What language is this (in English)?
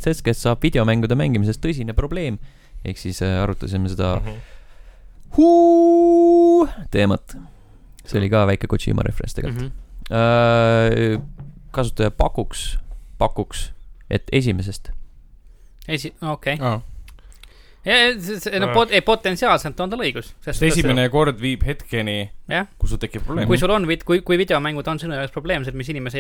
Estonian